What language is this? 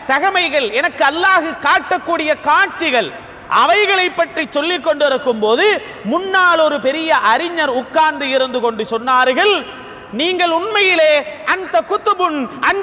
Tamil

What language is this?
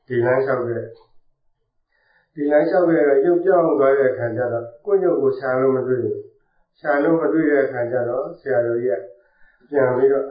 Burmese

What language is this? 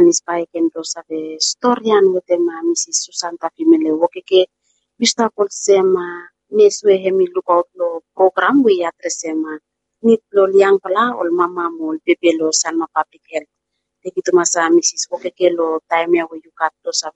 Bislama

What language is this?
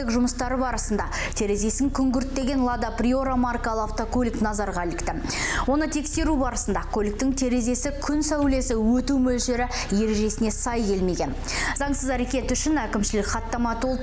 Kazakh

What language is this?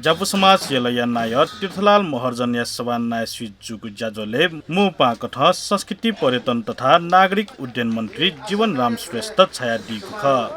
Newari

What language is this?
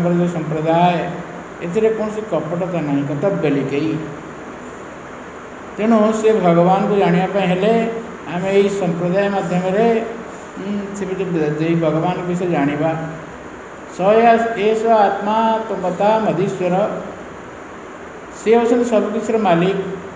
Odia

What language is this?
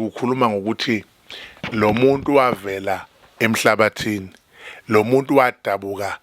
Zulu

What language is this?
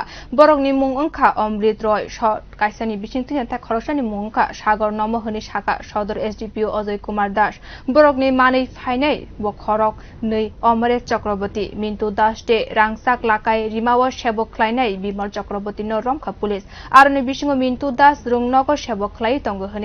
Kok Borok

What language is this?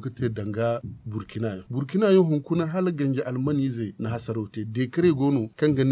Zarma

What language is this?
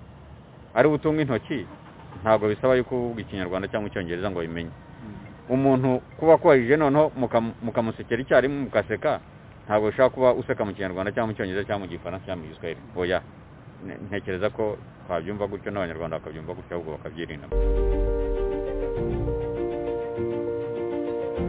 Kinyarwanda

